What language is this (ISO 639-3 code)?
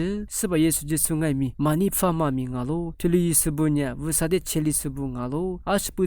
lis